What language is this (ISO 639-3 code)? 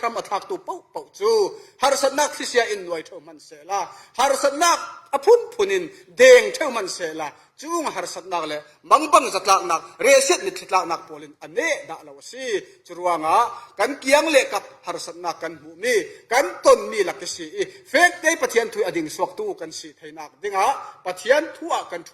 cfm